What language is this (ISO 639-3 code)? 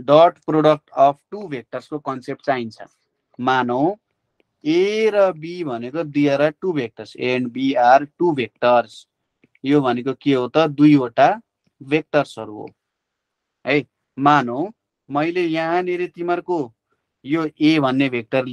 nep